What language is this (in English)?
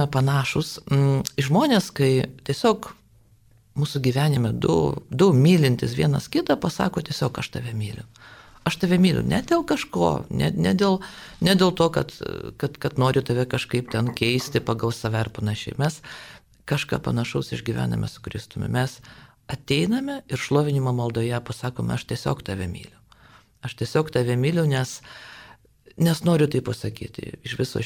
Lithuanian